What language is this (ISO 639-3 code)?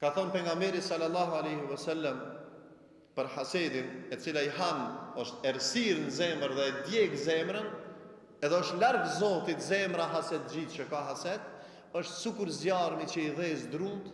sqi